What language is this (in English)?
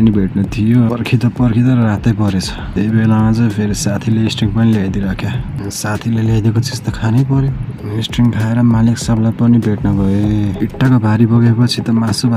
Nepali